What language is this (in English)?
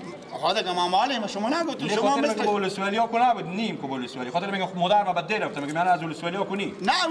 Persian